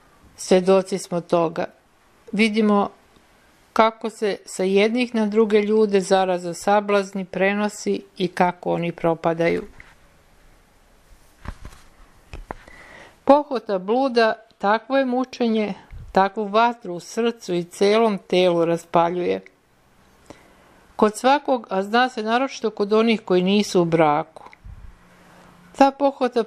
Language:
Serbian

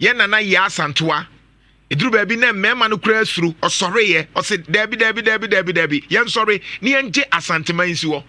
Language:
Akan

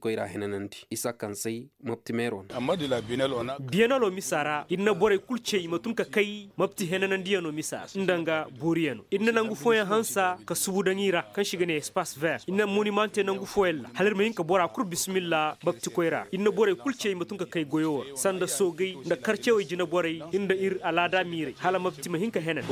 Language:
Koyraboro Senni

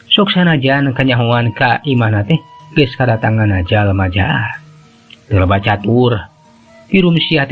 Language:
Sundanese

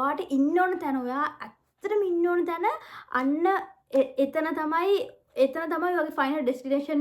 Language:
Sinhala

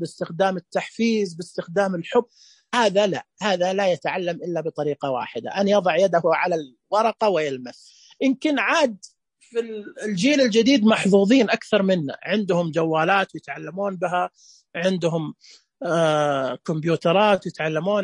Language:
Najdi Arabic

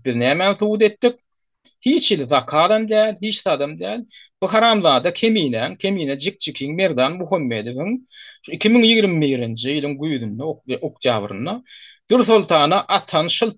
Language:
Turkmen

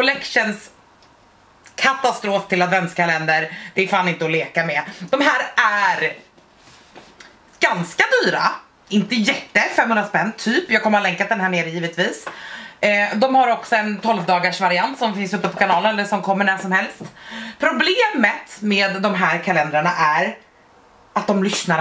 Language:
Swedish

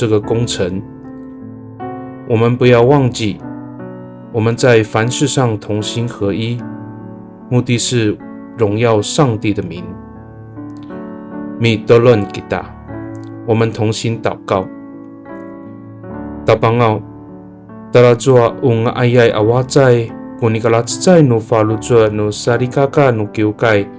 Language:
Amis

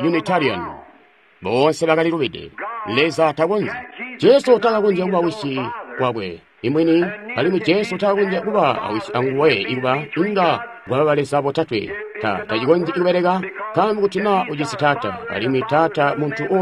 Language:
Tonga (Zambia)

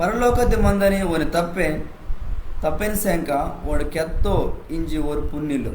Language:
Koya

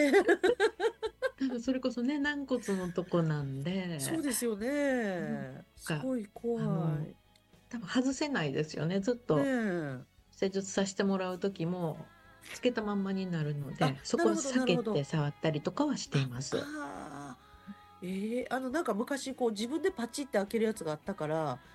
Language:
Japanese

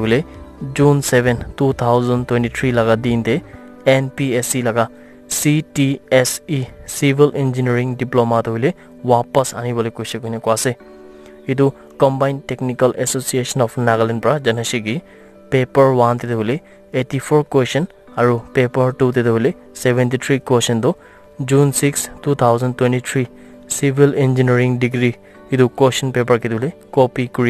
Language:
Naga Pidgin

